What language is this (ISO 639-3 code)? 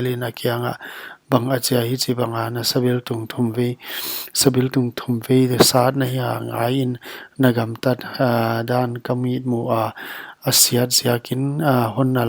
pck